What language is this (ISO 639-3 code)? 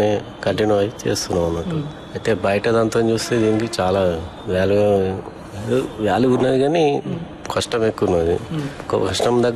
tel